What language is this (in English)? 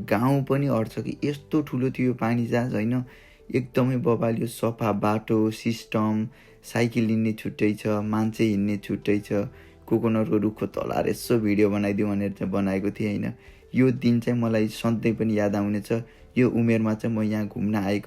Nepali